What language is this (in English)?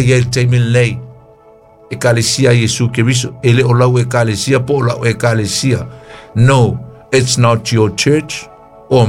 Samoan